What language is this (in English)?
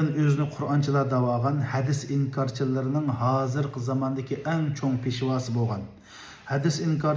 Uyghur